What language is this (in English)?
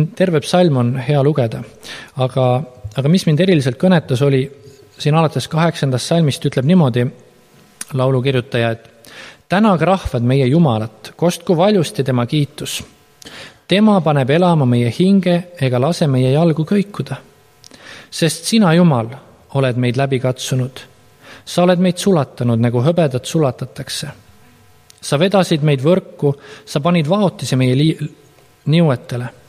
Estonian